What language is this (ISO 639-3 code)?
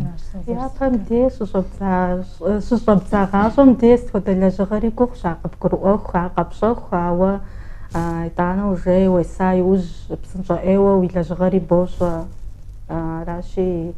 kbd